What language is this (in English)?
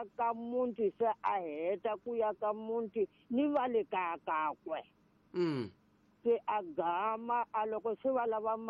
Tsonga